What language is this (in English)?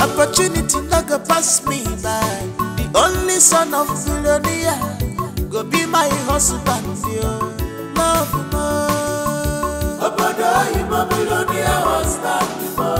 Nigerian Pidgin